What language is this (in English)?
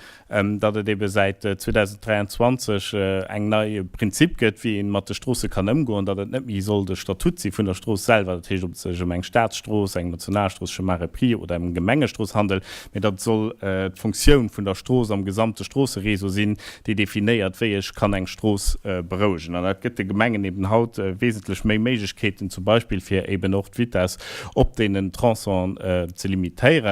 Luxembourgish